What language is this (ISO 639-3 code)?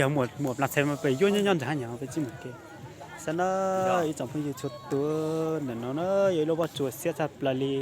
hmn